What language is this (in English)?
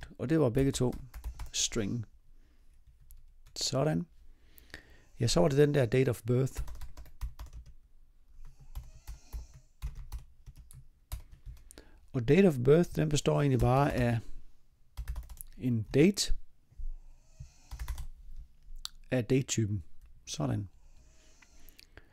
Danish